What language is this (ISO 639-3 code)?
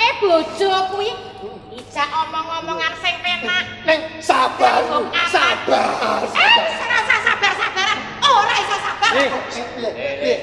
jav